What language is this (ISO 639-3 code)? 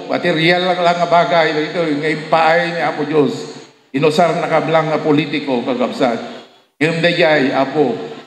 ilo